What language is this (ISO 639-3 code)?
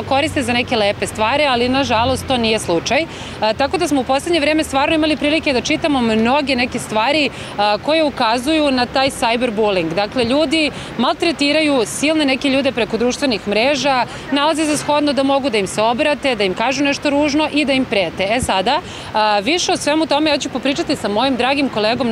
srp